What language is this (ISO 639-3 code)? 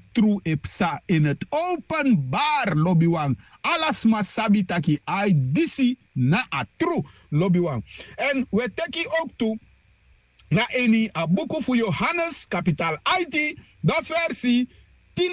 srn